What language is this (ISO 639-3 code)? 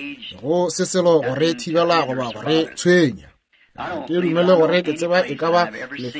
nso